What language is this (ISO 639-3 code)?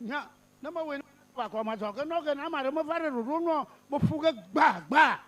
ewe